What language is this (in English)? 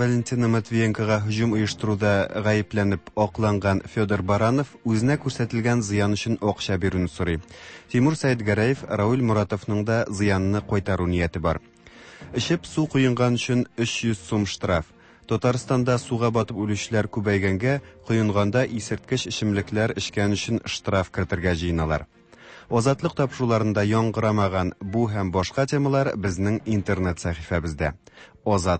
Tatar